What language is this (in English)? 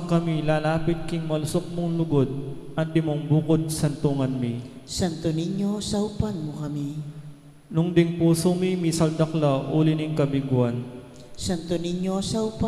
Pampanga